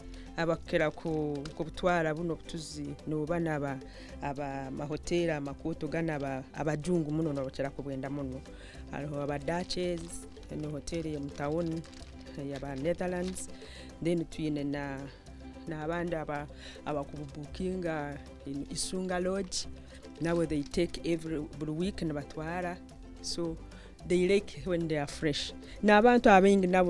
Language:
Nyankole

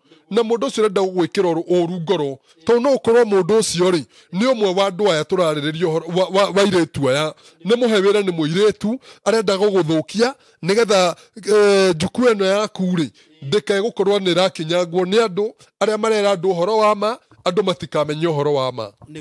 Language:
Kikuyu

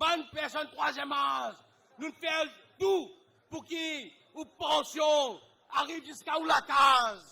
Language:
Morisyen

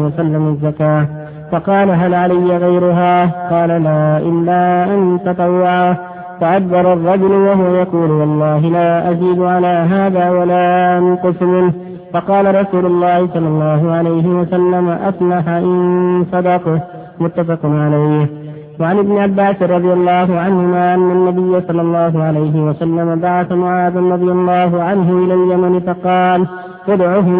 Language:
Arabic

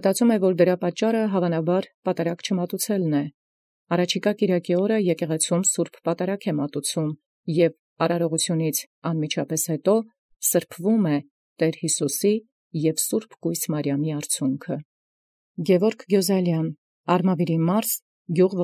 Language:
Armenian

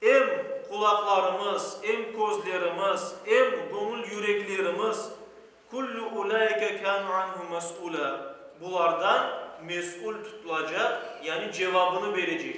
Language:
Crimean Tatar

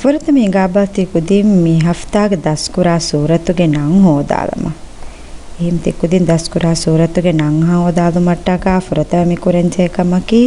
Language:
Divehi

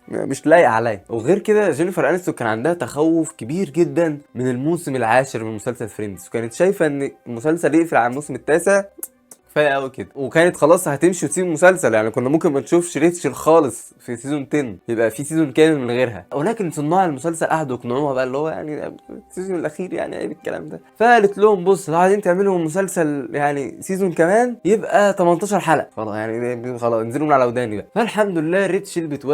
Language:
Egyptian Arabic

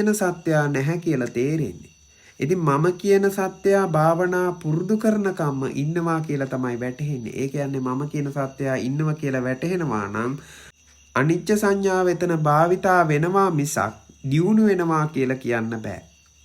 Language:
Sinhala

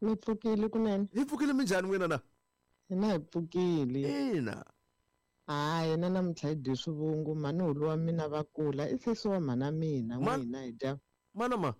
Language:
Tsonga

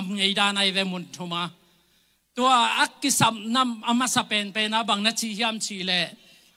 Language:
Tedim Chin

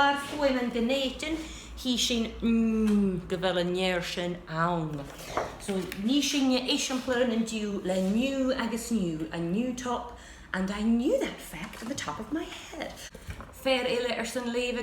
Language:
Scottish Gaelic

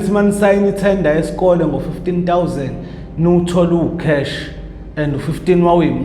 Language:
Zulu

